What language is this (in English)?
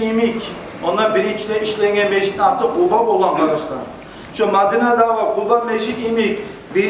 Kumyk